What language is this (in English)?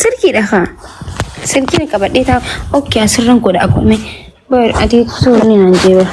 Oromo